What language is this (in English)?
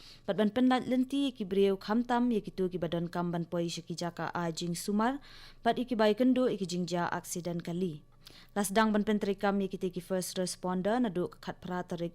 Khasi